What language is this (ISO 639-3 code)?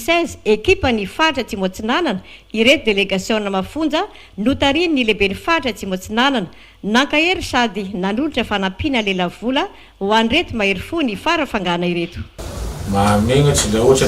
mlg